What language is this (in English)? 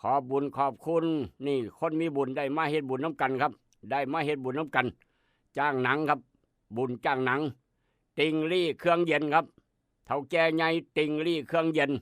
Northeastern Thai